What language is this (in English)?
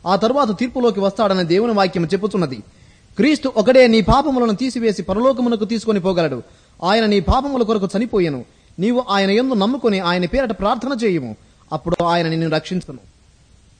Telugu